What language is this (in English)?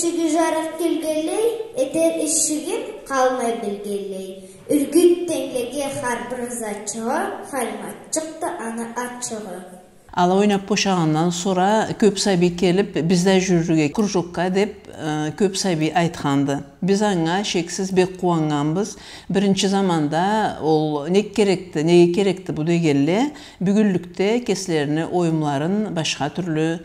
Karachay-Balkar